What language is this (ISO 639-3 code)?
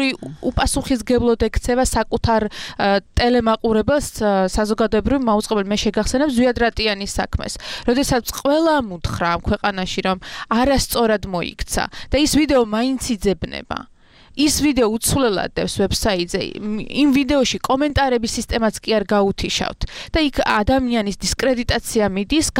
kat